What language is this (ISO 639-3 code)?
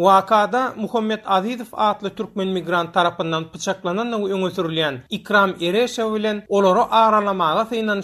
tuk